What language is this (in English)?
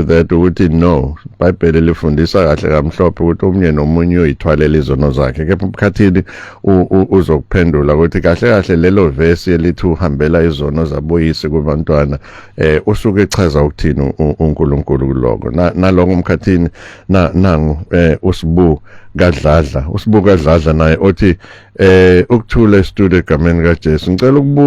Zulu